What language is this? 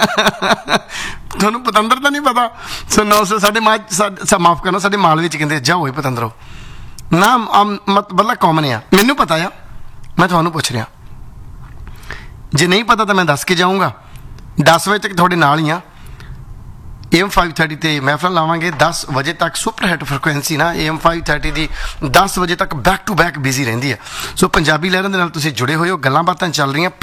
Punjabi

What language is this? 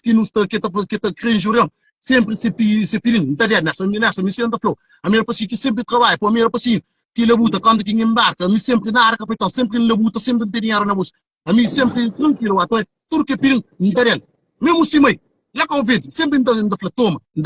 Kabuverdianu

